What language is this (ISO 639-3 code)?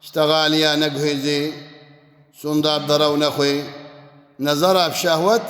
kur